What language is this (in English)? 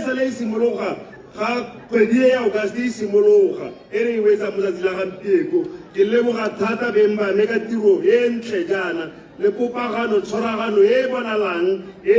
Tswana